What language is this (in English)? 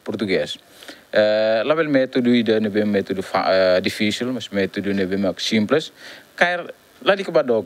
Tetum